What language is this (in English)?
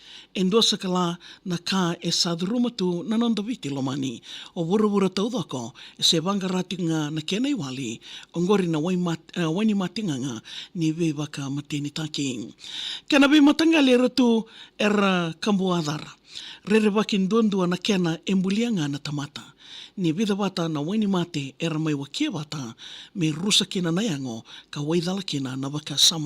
Fijian